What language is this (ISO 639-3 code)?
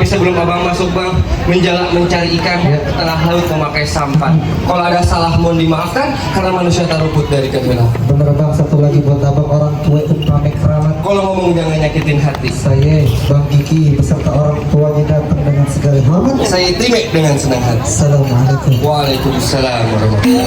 bew